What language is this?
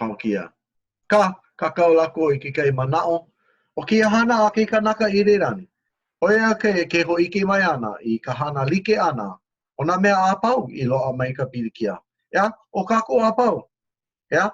Hawaiian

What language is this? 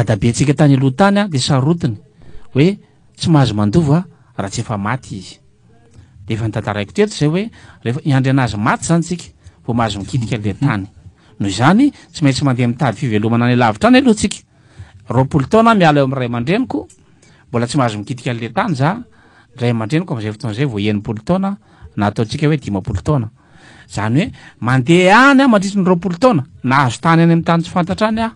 Malagasy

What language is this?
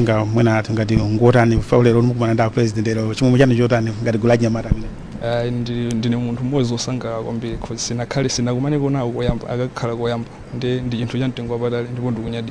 Nyanja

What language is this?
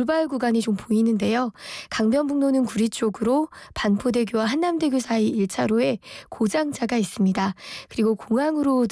Korean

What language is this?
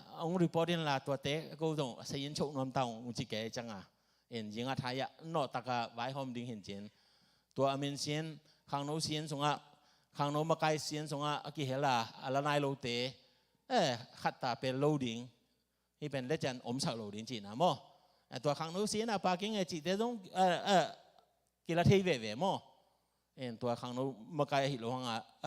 Tedim Chin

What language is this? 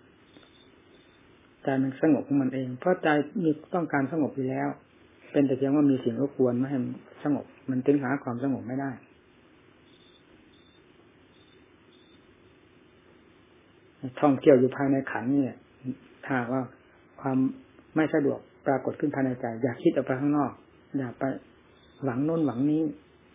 Thai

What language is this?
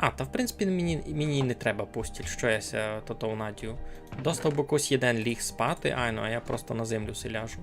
Rusyn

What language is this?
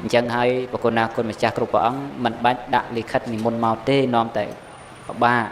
Khmer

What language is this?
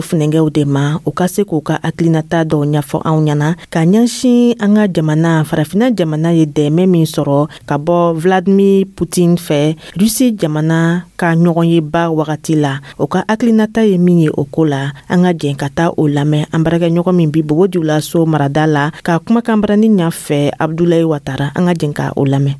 Dyula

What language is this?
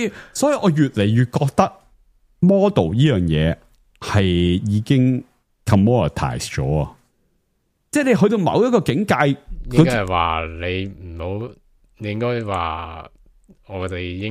Cantonese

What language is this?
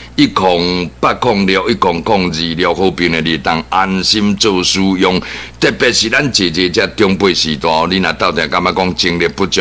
Min Nan Chinese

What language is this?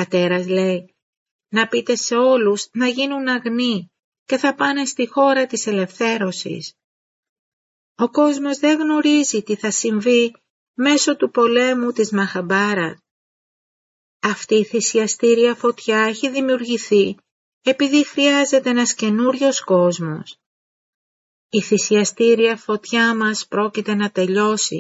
Greek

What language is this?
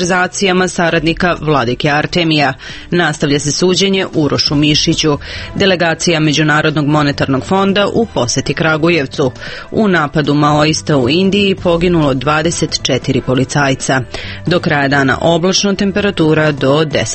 Serbian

